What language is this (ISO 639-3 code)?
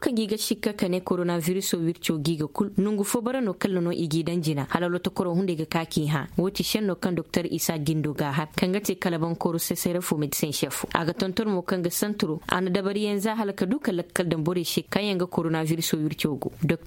ses